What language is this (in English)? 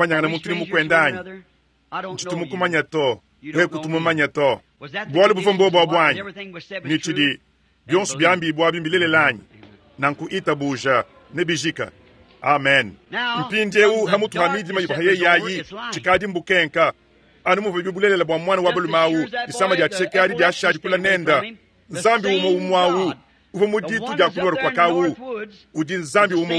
Luba-Lulua